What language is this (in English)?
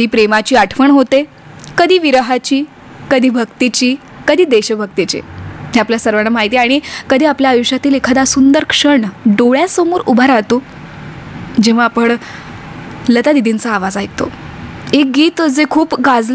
Marathi